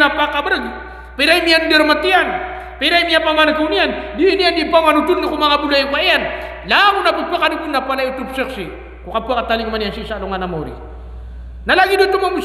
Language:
Maranao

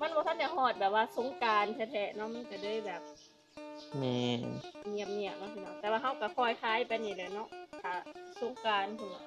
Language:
Northeastern Thai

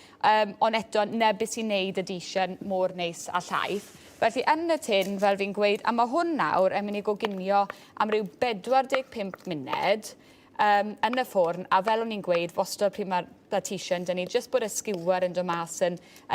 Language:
Welsh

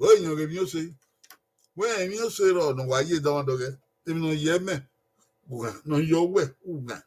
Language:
Bini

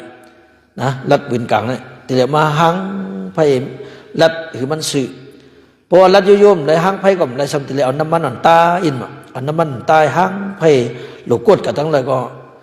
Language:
Shan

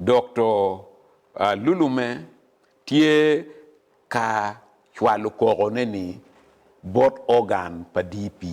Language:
Acoli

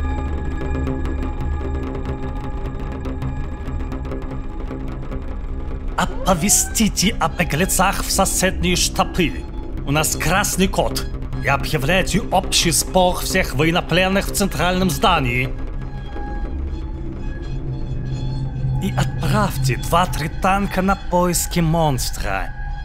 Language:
Russian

